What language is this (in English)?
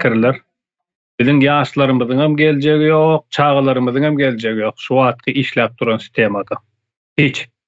Turkmen